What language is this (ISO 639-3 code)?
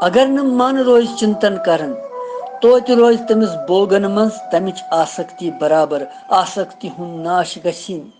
kas